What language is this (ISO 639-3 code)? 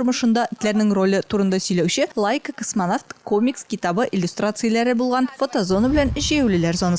tat